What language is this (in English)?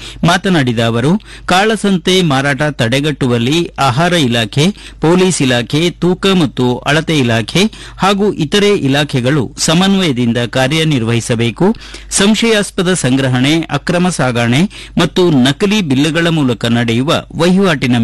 Kannada